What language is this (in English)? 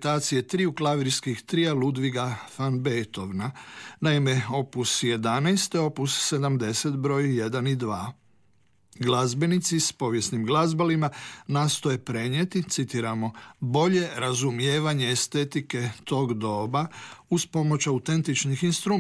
Croatian